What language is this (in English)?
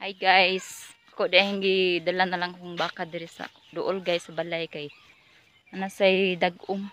Cebuano